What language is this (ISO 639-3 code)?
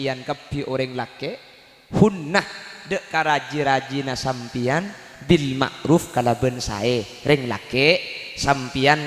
mad